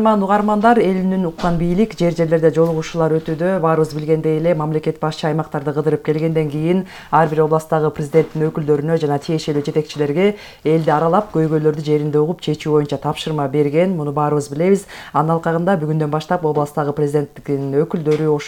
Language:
Kyrgyz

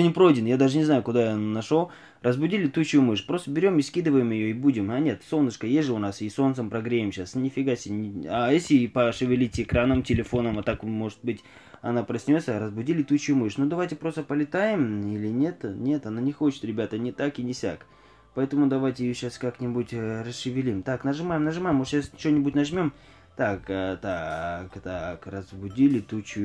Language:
Russian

